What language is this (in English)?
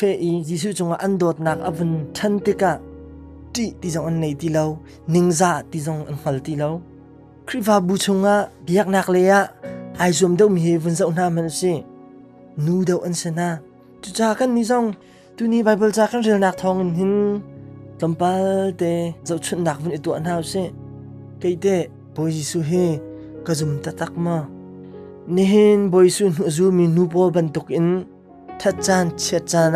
Hakha Chin